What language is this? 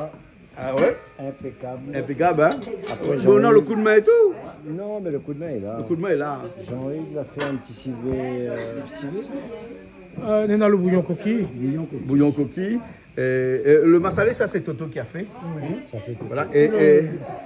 Réunion Creole French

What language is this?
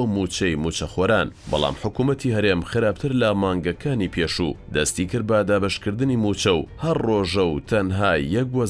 Central Kurdish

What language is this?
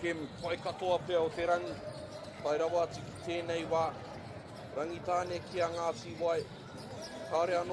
Māori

